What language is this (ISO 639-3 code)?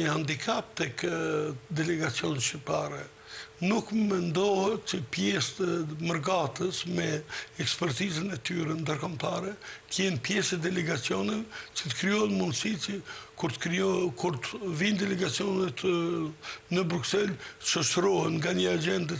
sqi